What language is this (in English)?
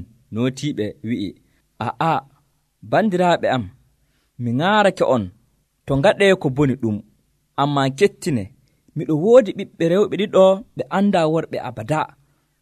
Nigerian Fulfulde